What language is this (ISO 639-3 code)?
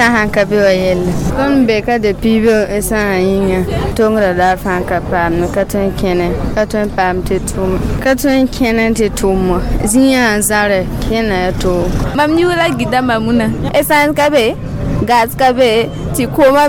mos